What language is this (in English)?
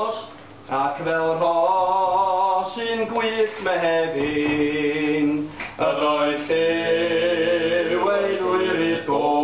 Welsh